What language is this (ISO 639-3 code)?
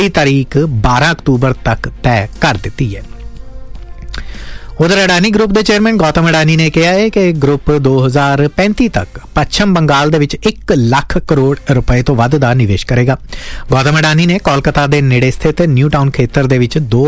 pan